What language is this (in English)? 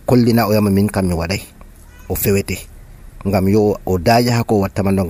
Nigerian Fulfulde